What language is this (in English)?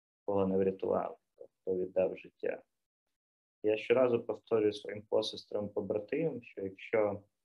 Ukrainian